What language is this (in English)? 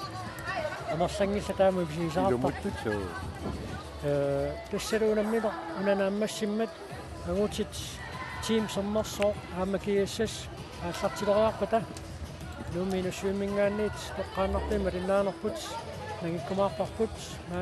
Kalaallisut